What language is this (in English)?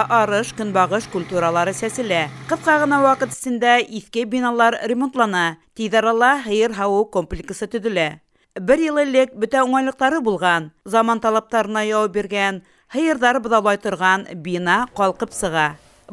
Bashkir